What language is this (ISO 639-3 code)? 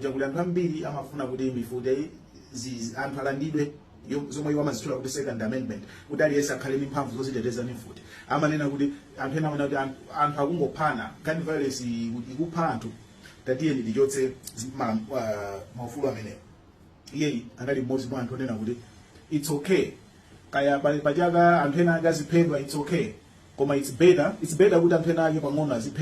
nya